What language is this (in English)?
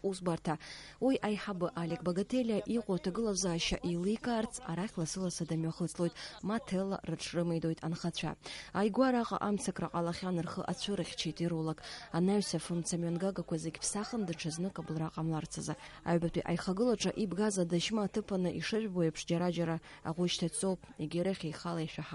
Abkhazian